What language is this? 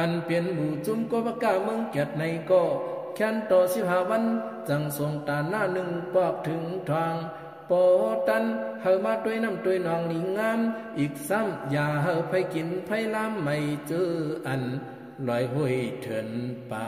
Shan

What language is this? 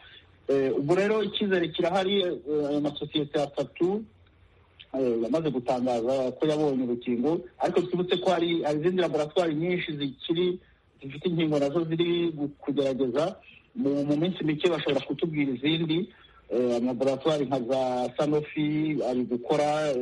Kinyarwanda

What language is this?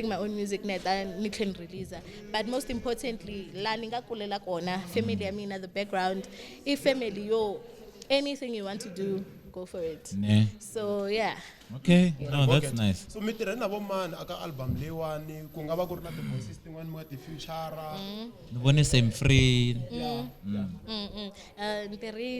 Tsonga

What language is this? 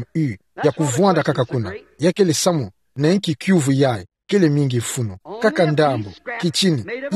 Kituba (Democratic Republic of Congo)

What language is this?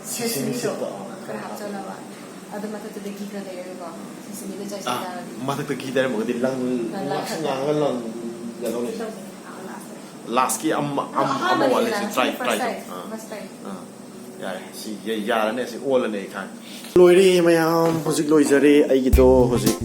Manipuri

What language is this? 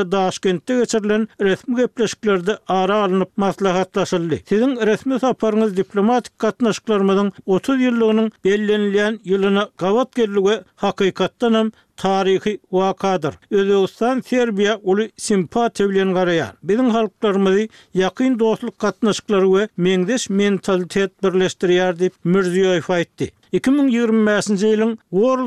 Turkmen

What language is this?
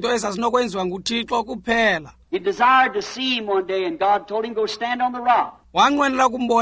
Xhosa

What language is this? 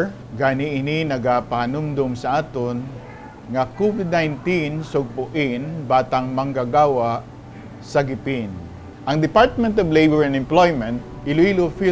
Hiligaynon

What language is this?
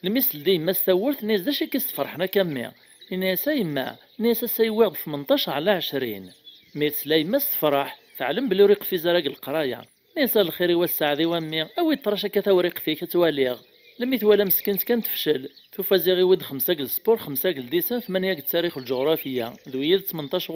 Kabyle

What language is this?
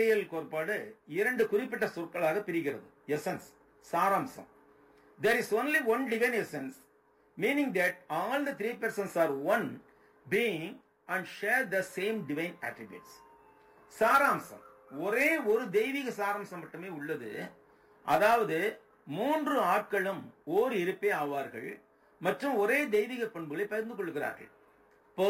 Tamil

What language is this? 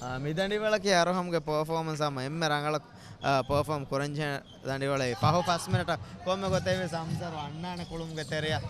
Divehi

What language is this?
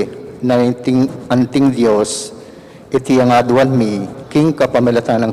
Pampanga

